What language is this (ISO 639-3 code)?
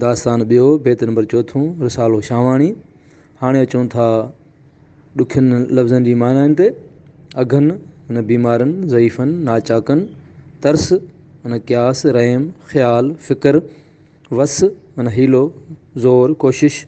snd